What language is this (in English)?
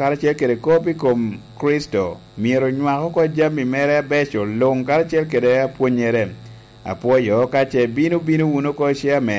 Lango (Uganda)